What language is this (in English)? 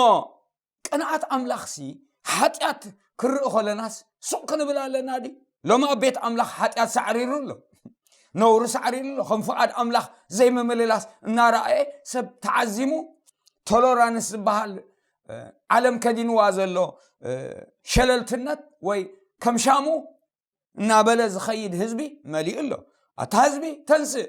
Tigrinya